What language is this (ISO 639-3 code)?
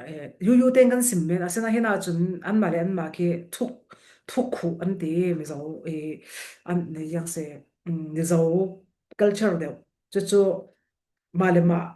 cfm